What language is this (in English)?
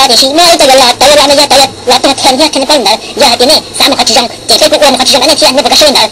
Hmong